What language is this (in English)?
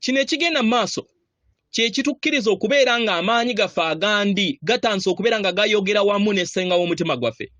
Ganda